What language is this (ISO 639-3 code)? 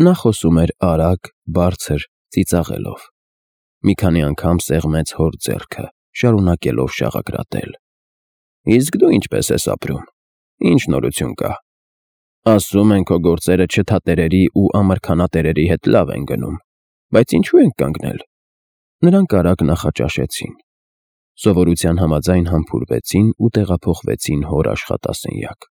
hye